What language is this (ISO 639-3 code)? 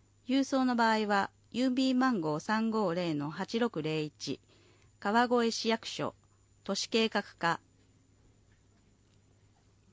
jpn